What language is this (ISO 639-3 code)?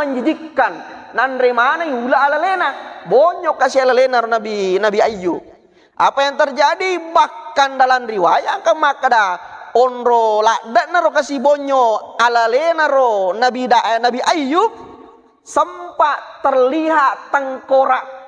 bug